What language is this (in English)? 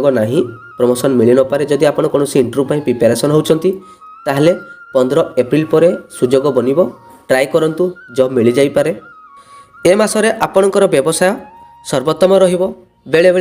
Odia